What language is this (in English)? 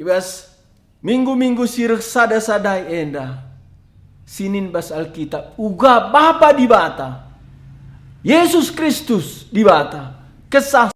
Batak Karo